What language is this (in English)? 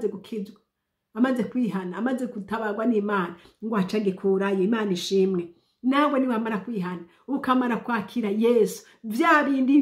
Rundi